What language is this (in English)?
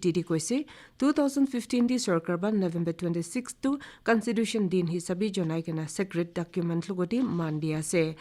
Naga Pidgin